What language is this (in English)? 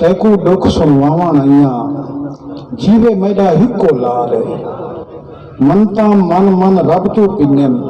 Saraiki